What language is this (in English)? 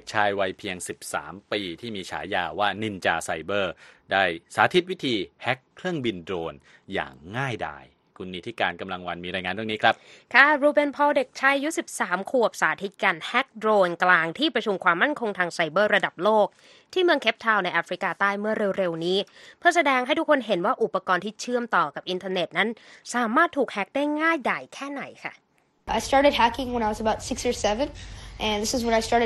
Thai